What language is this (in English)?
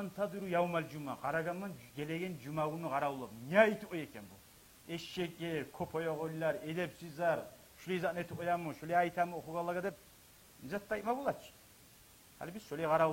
Kumyk